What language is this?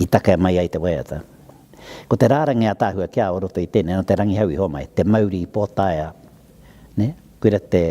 Māori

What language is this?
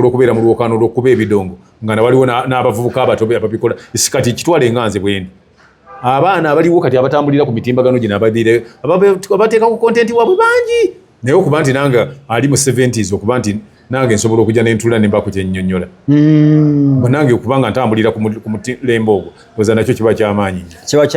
Ganda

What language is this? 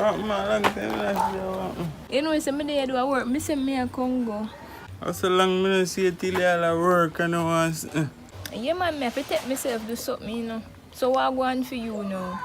Jamaican Creole English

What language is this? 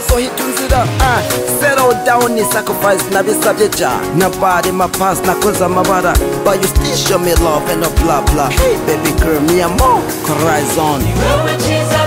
Kinyarwanda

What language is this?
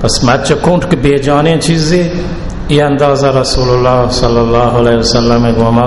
Baluchi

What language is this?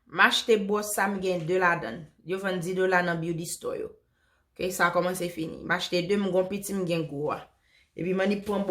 Haitian Creole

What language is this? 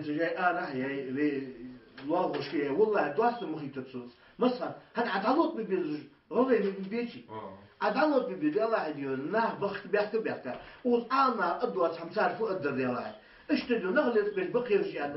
Ingush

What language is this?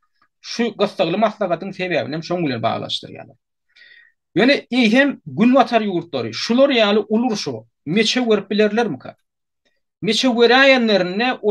Turkmen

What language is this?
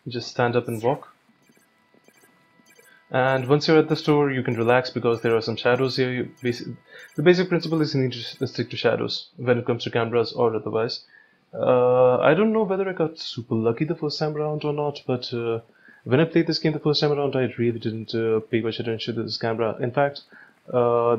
English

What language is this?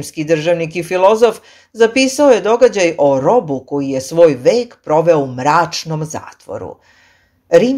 Serbian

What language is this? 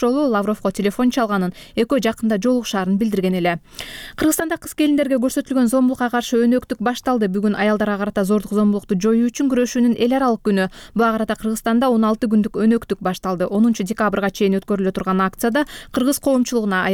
Kyrgyz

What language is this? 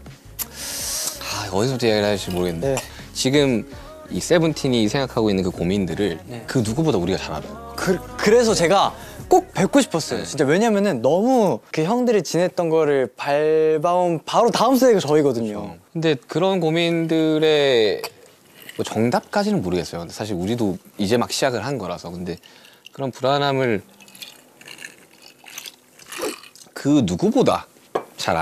Korean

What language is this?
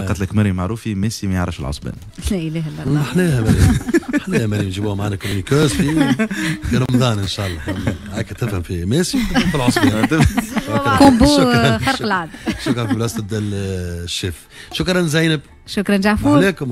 Tunisian Arabic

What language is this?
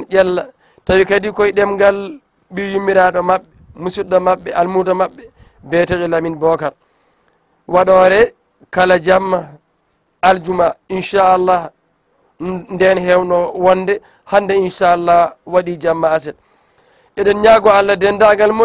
Fula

